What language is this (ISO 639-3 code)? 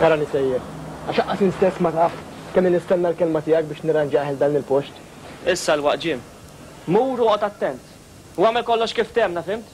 mlt